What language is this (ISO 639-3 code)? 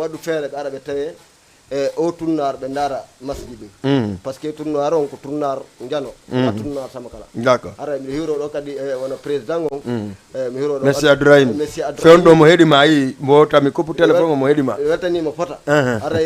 ful